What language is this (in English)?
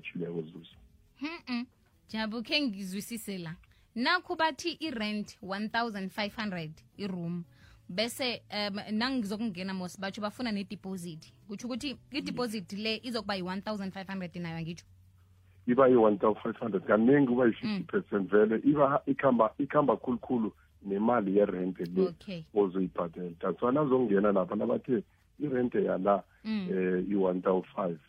South Ndebele